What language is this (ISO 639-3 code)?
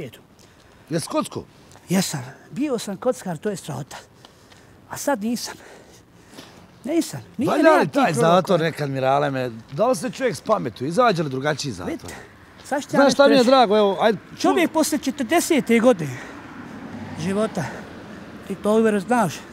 bos